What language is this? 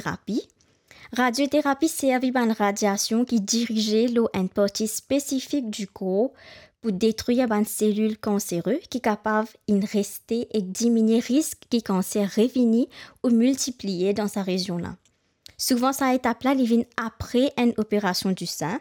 Morisyen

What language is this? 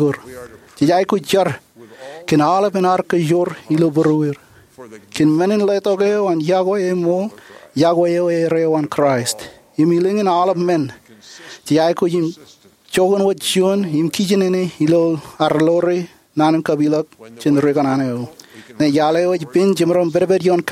Marshallese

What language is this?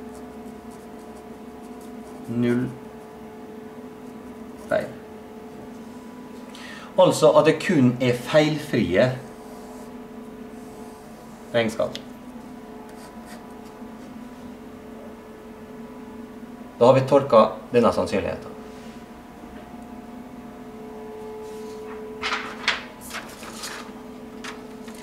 Norwegian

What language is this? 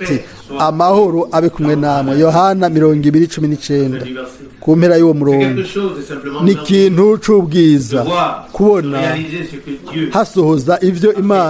Rundi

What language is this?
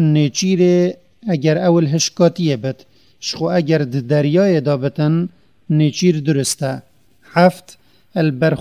Kurdish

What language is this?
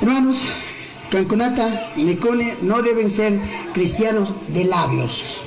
Chimborazo Highland Quichua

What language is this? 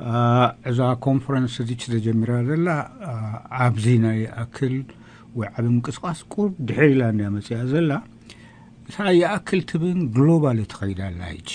Tigrinya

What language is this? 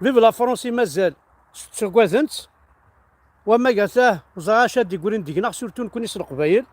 Kabyle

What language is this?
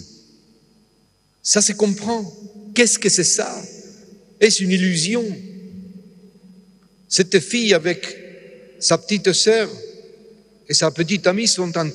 French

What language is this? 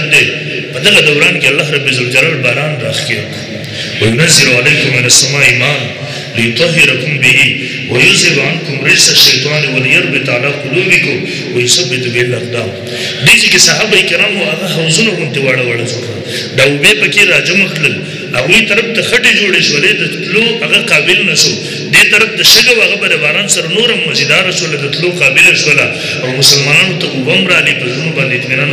Pashto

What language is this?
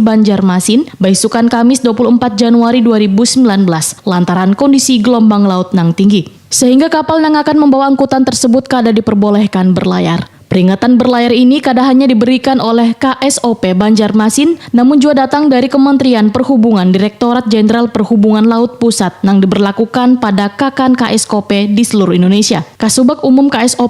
Banjar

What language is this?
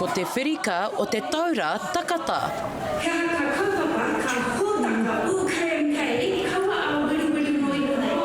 Māori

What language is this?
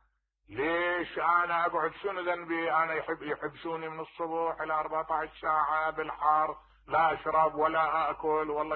Mesopotamian Arabic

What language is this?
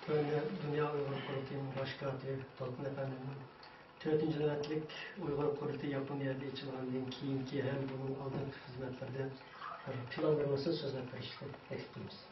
Uyghur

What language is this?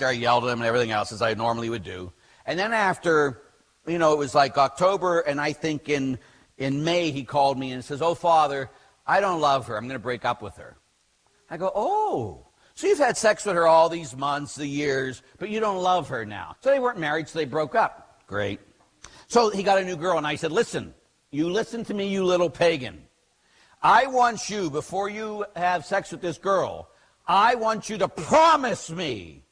English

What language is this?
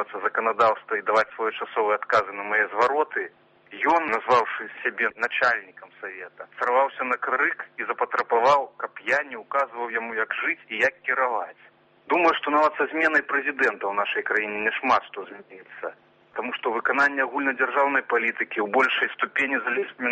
Belarusian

